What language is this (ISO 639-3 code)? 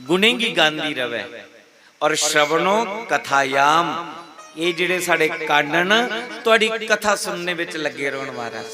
doi